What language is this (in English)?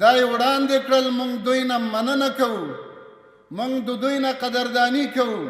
Pashto